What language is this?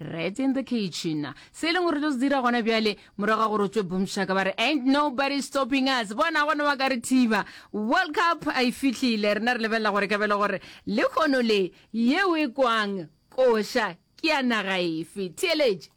Northern Sotho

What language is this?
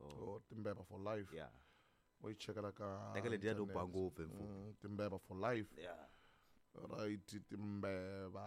Tsonga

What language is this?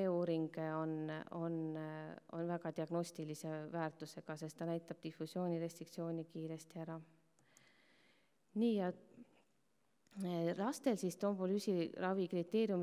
Estonian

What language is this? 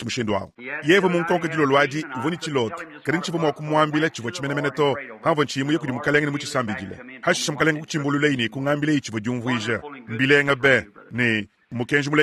Luba-Lulua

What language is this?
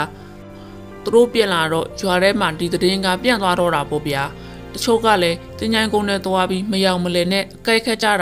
Burmese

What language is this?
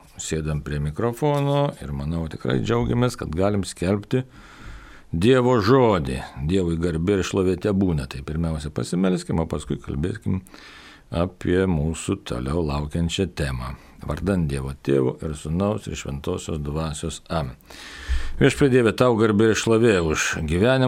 Lithuanian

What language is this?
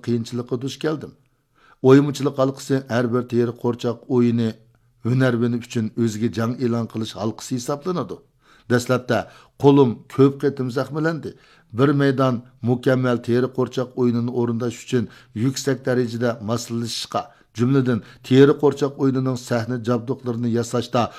Uyghur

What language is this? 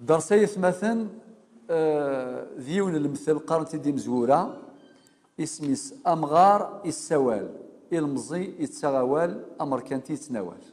Kabyle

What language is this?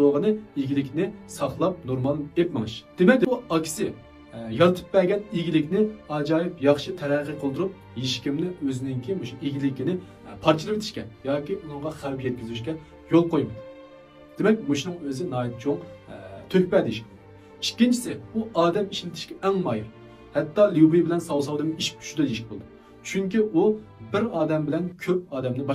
Uyghur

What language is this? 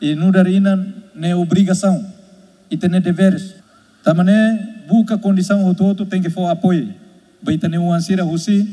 Tetum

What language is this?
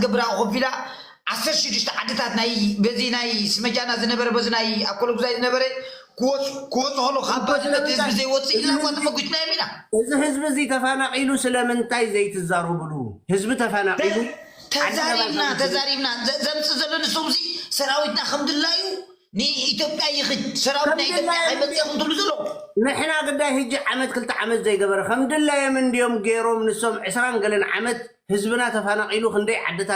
Tigrinya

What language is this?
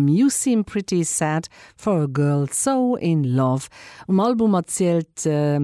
Luxembourgish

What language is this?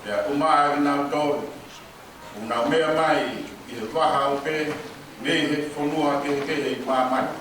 Tongan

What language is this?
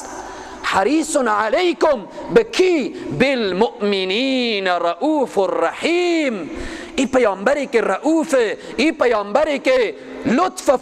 Persian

